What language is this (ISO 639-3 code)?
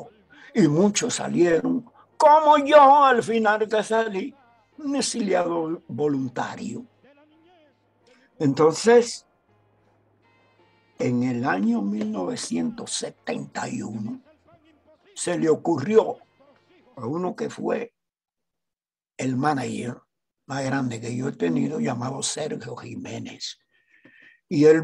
spa